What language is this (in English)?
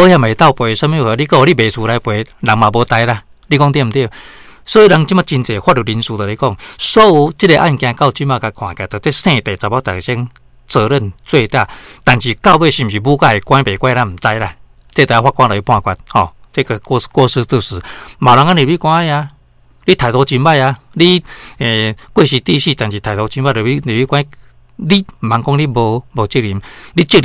Min Nan Chinese